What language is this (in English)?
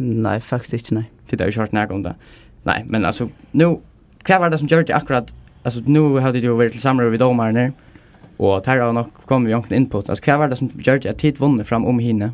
Faroese